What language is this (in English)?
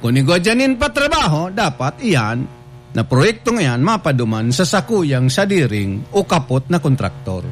Bikol